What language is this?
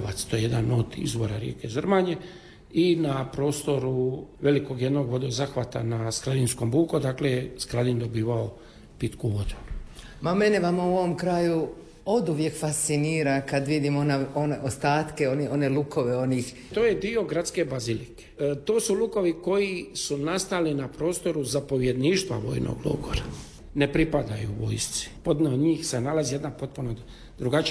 Croatian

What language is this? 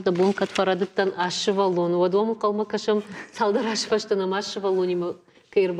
Ossetic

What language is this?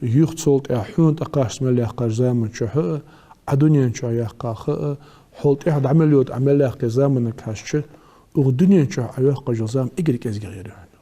Ingush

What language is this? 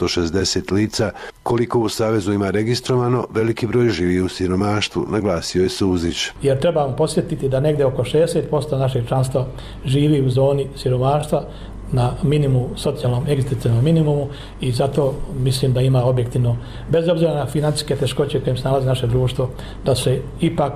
Bosnian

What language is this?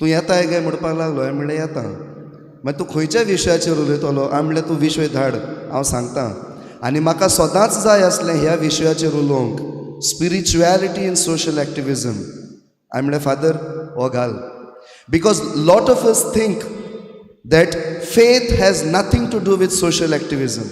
Konkani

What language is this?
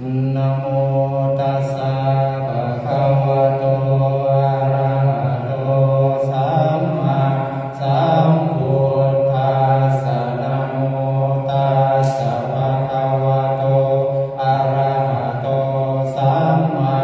Pali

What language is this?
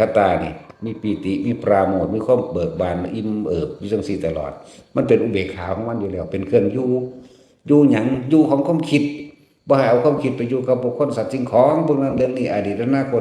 Northeastern Thai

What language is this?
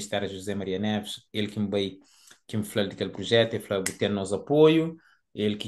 Kabuverdianu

